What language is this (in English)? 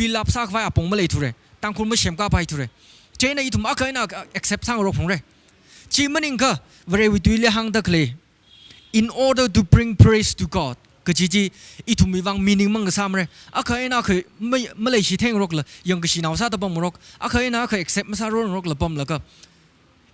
Tangkhul Naga (India)